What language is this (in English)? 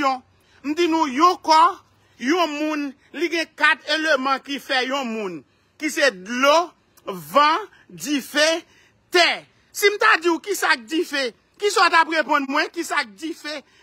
Haitian Creole